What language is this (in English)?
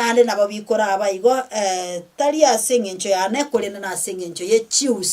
Gusii